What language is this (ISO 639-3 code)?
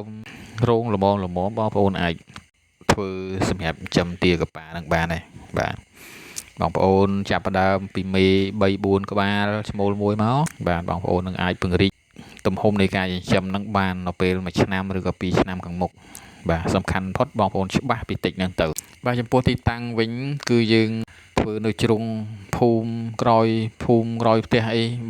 khm